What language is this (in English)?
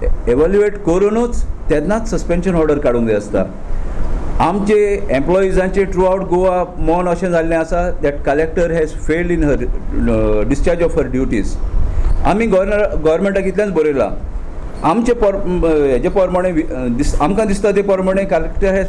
Konkani